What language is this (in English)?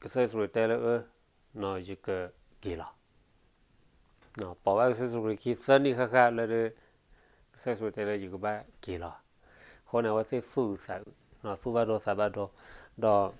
S'gaw Karen